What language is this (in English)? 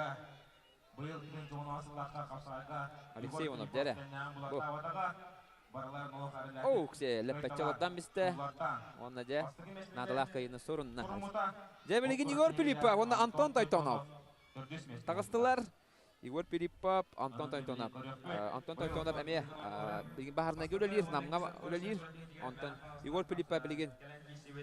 Yakut